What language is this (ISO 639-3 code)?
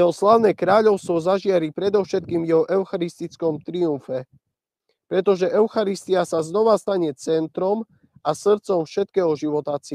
slk